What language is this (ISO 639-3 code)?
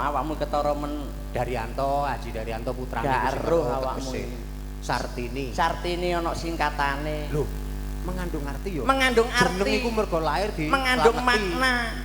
jav